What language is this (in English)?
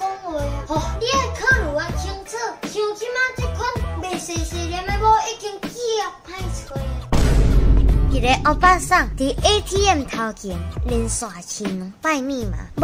Min Nan Chinese